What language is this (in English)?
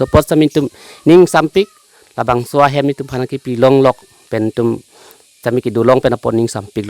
Karbi